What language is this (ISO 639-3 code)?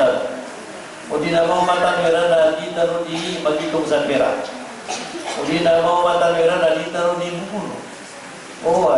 mrw